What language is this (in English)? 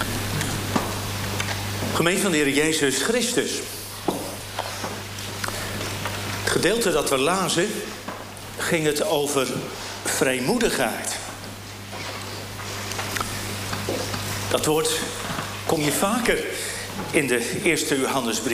Dutch